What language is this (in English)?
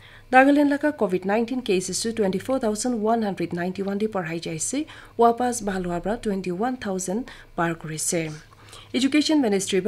Naga Pidgin